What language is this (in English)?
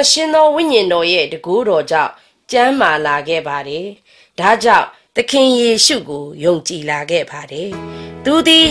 Burmese